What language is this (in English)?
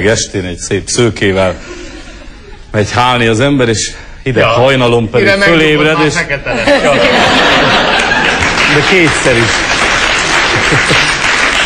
Hungarian